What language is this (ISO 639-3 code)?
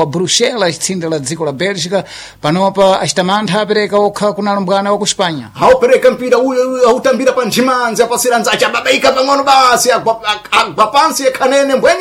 seh